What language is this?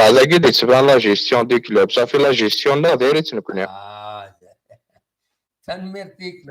Kabyle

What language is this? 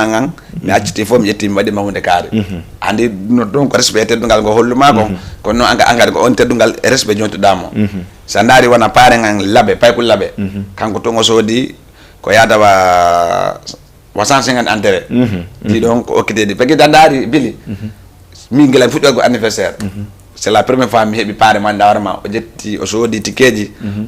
Fula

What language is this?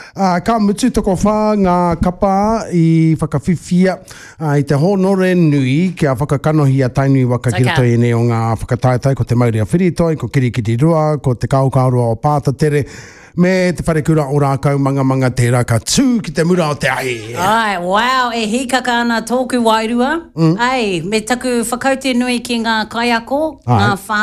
Māori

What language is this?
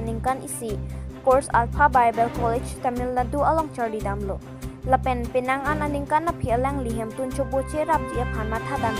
Karbi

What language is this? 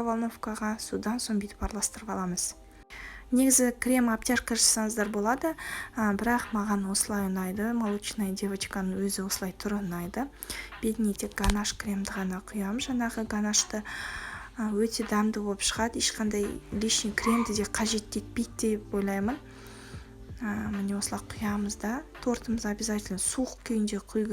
Kazakh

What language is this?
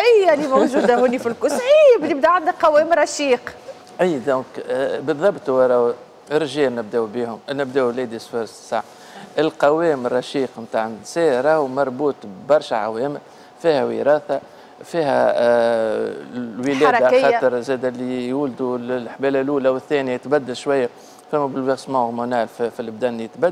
Tunisian Arabic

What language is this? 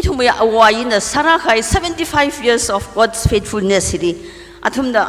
Tangkhul Naga (India)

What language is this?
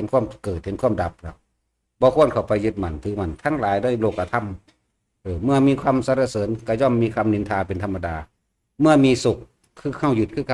Northeastern Thai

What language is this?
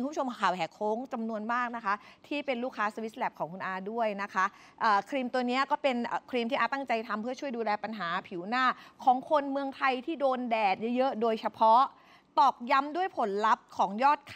Thai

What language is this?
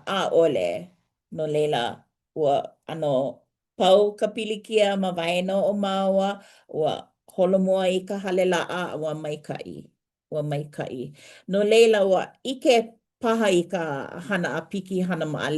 Hawaiian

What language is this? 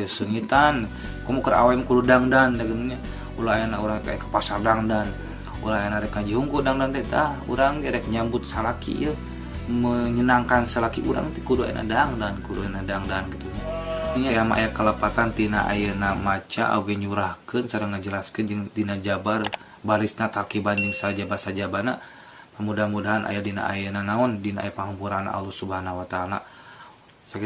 Sundanese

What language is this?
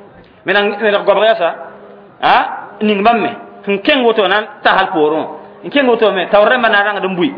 Mossi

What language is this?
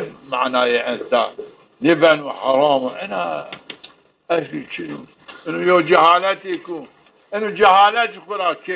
Zaza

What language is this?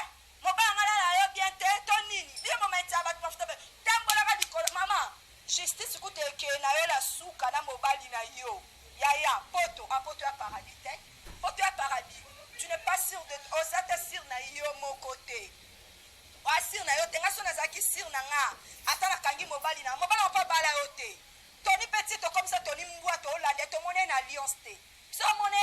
Lingala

